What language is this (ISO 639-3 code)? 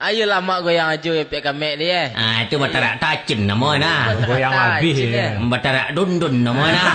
min